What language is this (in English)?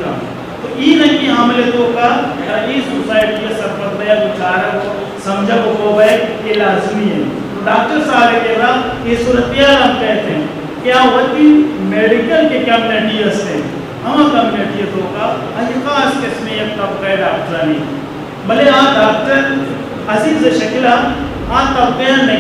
Eastern Balochi